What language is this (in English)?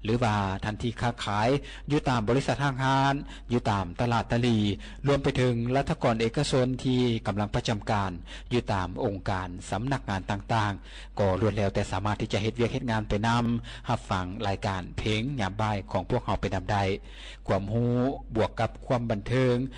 Lao